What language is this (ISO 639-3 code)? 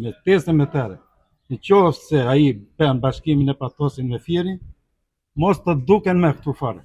sqi